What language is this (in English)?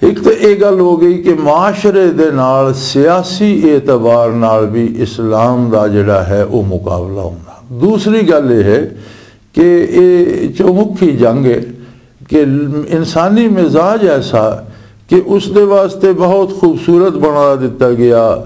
Western Panjabi